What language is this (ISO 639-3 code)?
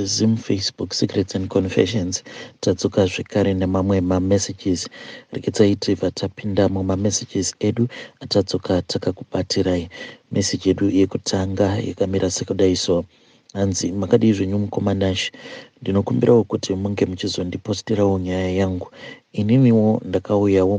sna